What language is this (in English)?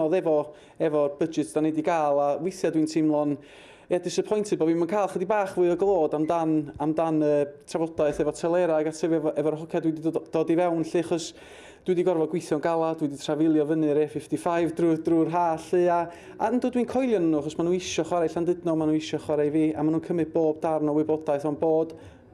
Welsh